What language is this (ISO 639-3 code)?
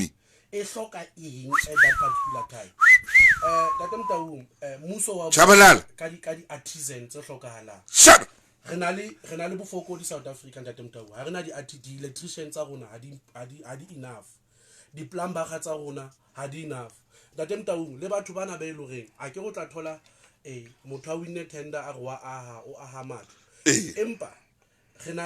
sot